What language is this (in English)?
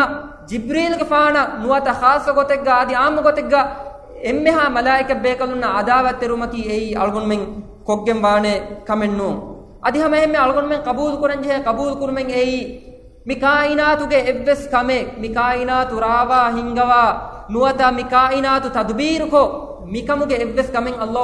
Divehi